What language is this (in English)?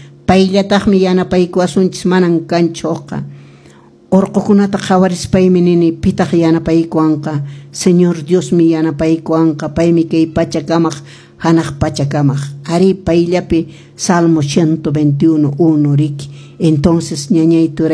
Quechua